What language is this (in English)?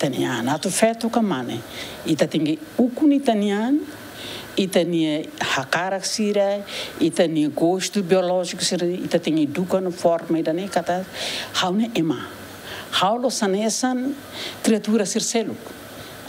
Tetum